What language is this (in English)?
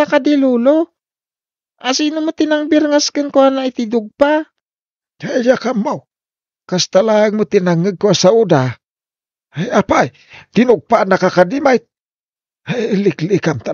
Iloko